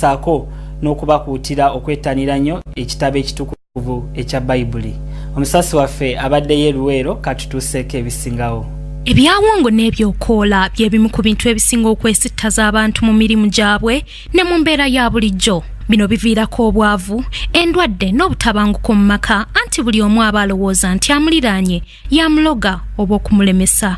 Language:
Ganda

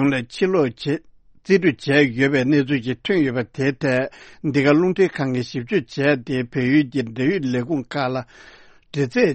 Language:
Tibetan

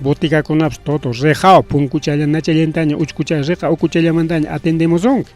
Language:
Ayacucho Quechua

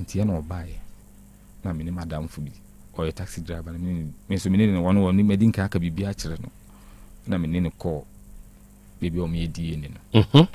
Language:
Akan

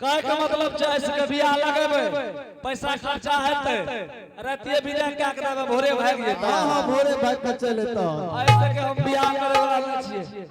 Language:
Angika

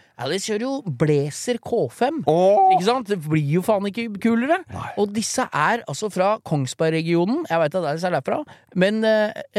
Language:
Norwegian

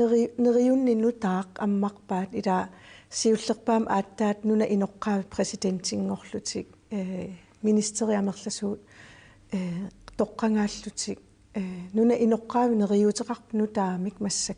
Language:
Kalaallisut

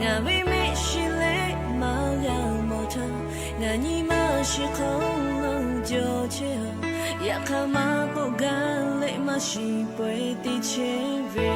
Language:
Lahu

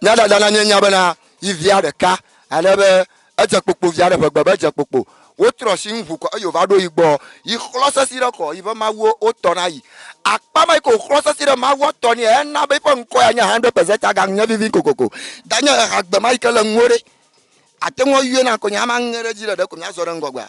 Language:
Ewe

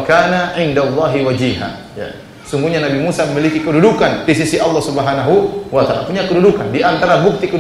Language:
Indonesian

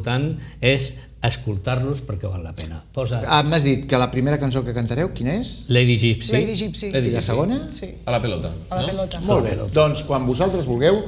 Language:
Catalan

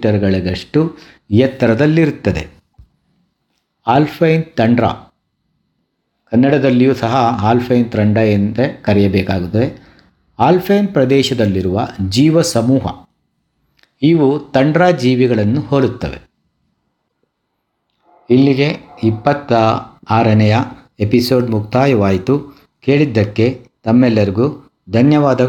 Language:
Kannada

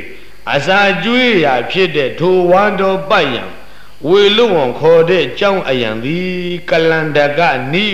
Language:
Burmese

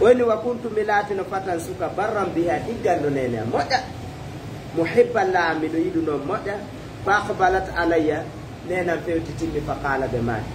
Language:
Fula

